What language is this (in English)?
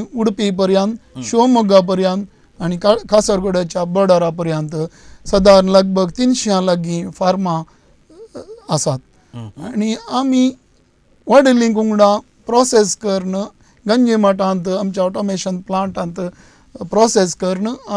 Konkani